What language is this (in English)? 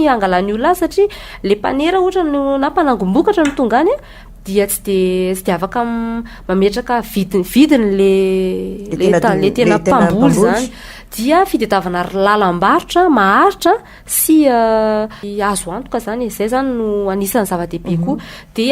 Malagasy